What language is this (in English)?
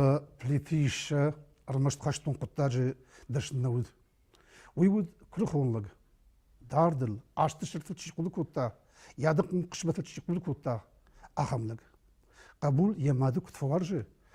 Ossetic